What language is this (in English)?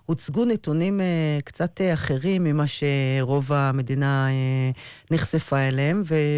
Hebrew